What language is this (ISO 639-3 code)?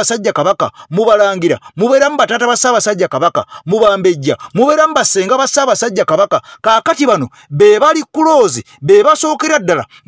lug